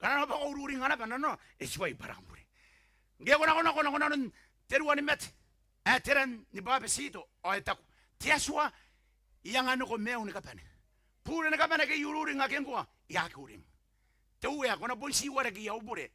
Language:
Gilbertese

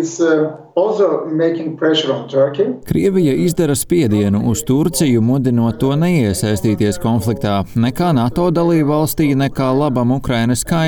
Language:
Latvian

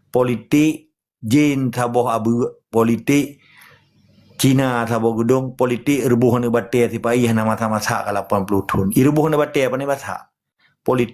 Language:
Achinese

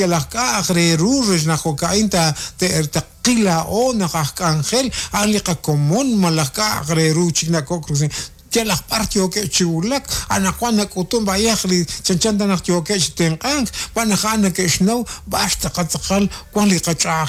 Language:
Kekchí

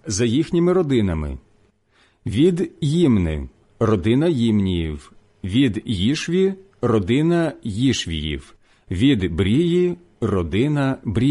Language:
Ukrainian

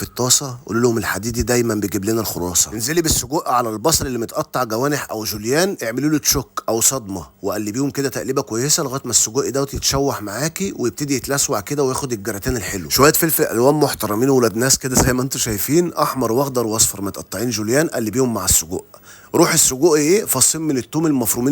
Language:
Egyptian Arabic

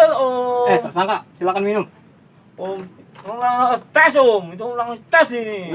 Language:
Betawi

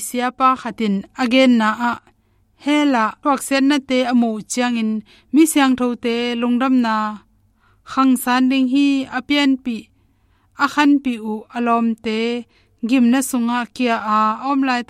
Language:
Tedim Chin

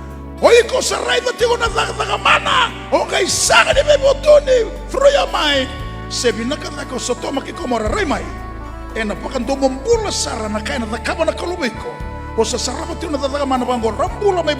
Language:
Fijian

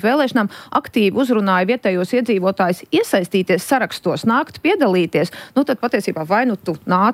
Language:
Latvian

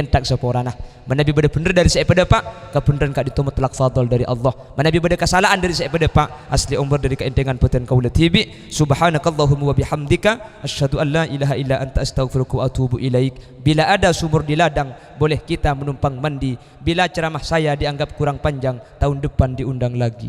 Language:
Madurese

